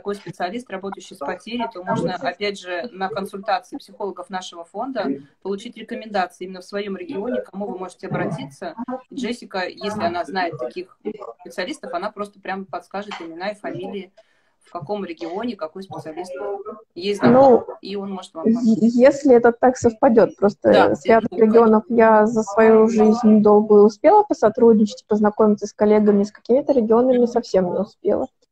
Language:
Russian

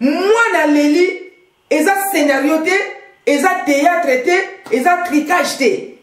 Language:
Lingala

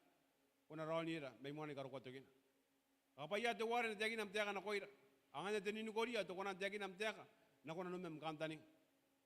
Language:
Gilbertese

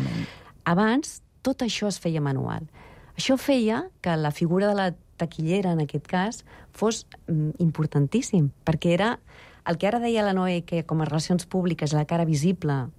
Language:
Catalan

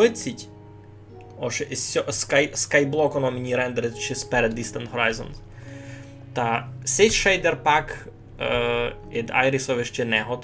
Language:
Rusyn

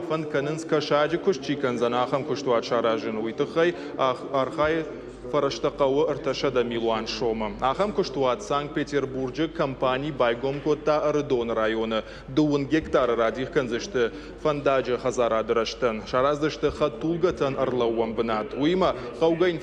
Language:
Ossetic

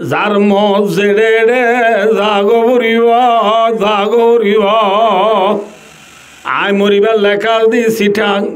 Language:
Rohingya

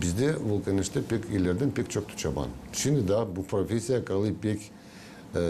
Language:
Gagauz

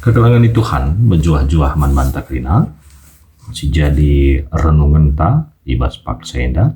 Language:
Batak Karo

